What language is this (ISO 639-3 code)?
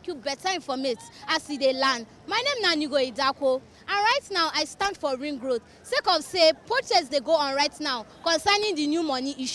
pcm